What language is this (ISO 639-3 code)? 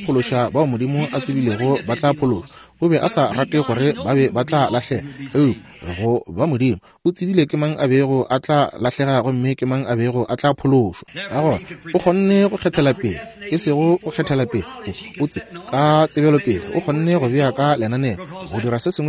nso